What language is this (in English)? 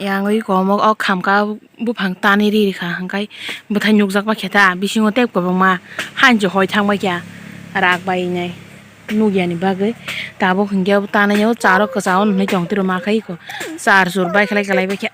Kok Borok